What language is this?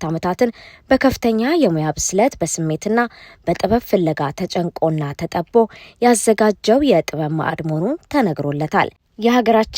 Amharic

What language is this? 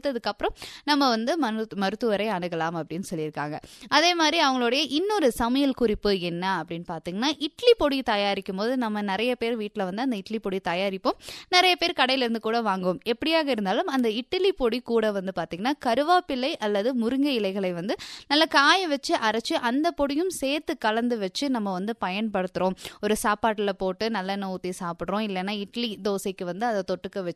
Tamil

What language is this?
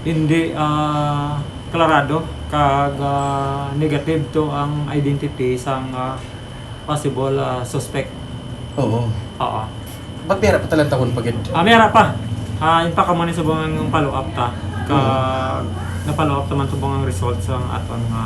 Hiligaynon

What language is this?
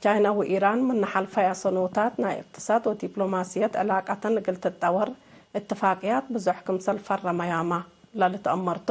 Tigre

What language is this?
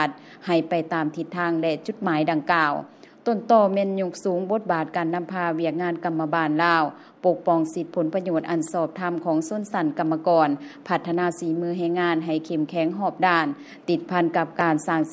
Lao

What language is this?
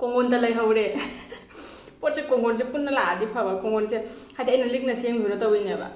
Manipuri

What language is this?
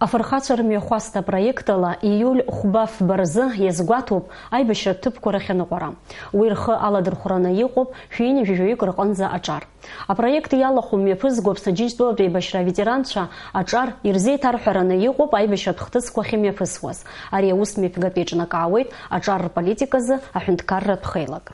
Abkhazian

